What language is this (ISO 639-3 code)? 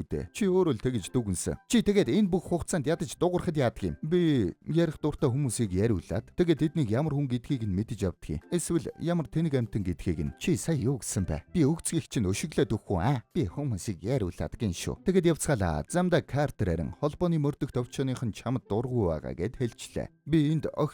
mon